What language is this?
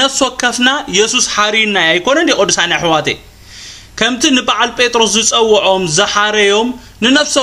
Tigrinya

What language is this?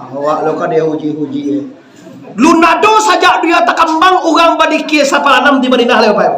Minangkabau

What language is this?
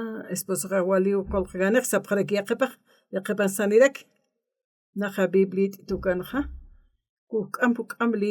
Aymara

